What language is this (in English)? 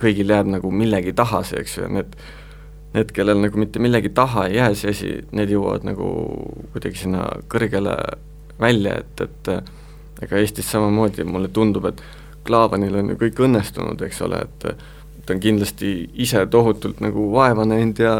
Estonian